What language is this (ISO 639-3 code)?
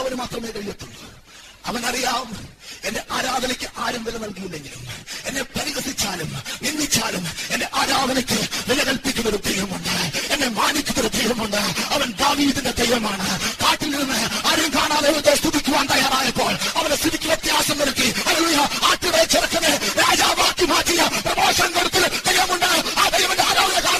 mal